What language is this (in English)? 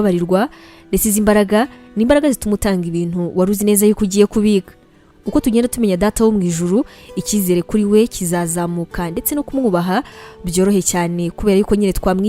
Kinyarwanda